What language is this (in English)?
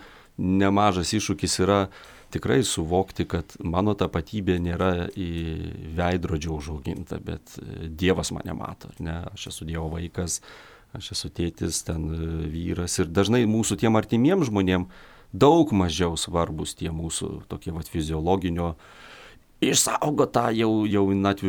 Lithuanian